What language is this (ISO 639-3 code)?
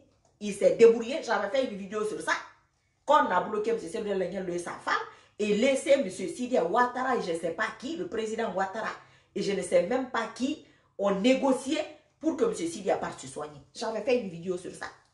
fra